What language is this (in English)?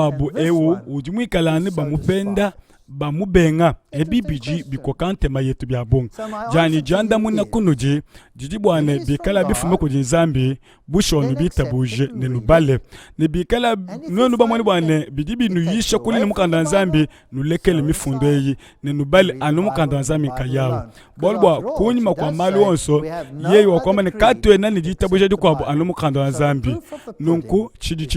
Luba-Lulua